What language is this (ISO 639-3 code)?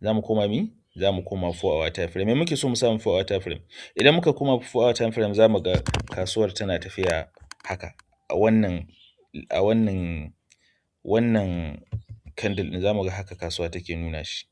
hau